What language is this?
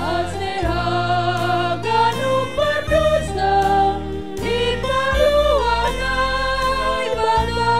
Batak Simalungun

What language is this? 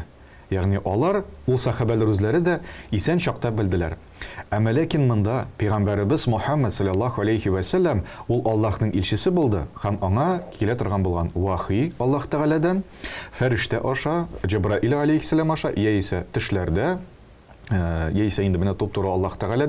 Tatar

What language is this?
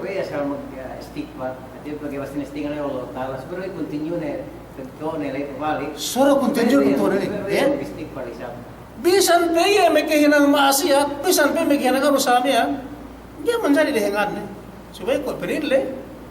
Yakan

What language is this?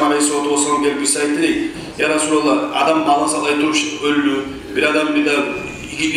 Kumyk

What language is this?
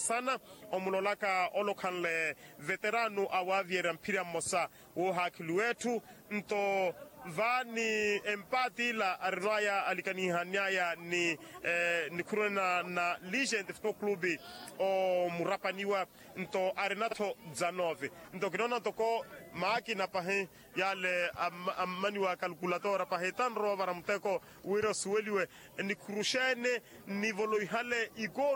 Makhuwa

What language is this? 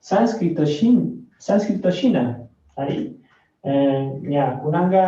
Chimborazo Highland Quichua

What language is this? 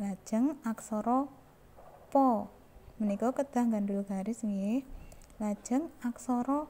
Javanese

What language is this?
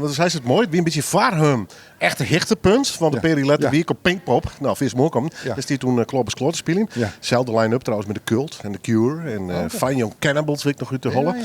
Western Frisian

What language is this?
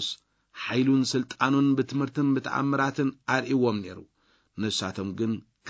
Tigrinya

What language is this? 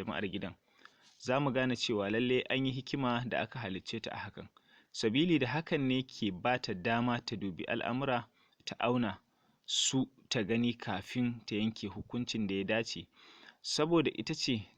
Hausa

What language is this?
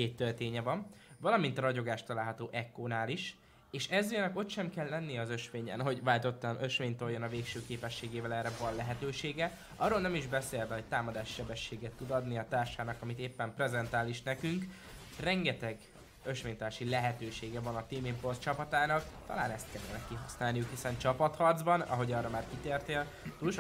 Hungarian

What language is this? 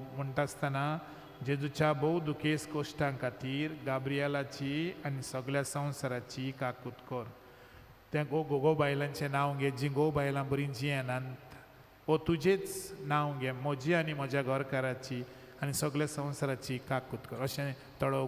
Konkani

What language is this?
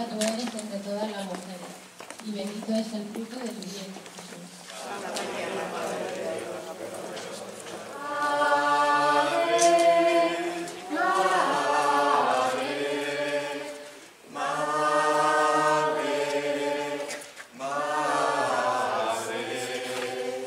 Spanish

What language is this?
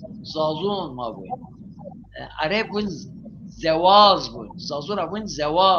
Zaza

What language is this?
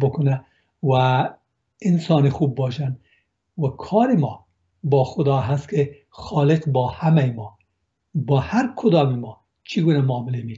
Persian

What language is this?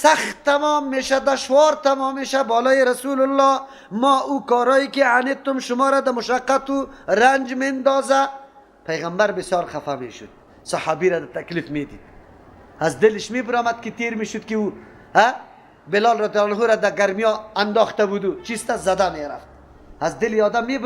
Persian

